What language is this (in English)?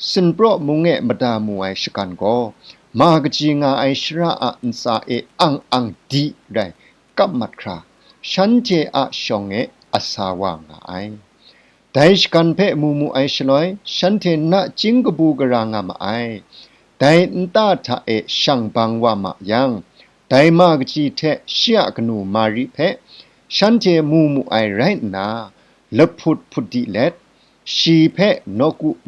Kachin